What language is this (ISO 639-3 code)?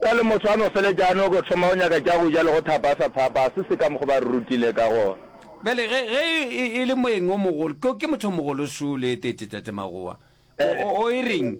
nso